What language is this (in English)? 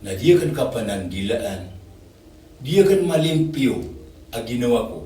Maranao